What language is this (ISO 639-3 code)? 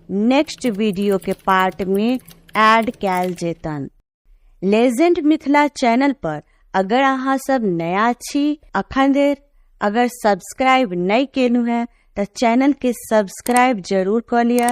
mai